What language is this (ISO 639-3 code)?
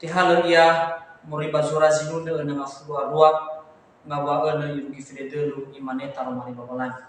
nia